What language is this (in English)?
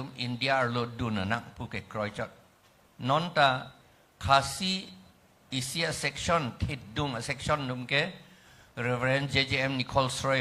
Karbi